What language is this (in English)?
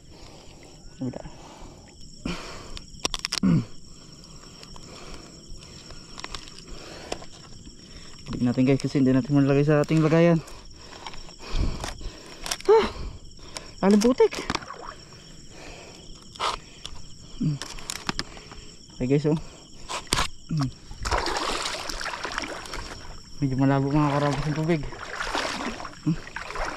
Filipino